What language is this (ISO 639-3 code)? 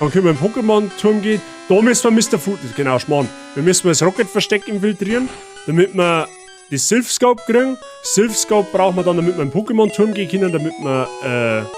bar